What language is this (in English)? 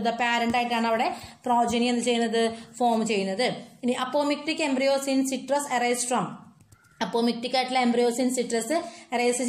Malayalam